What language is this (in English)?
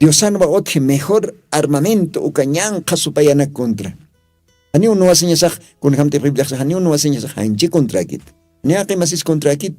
Aymara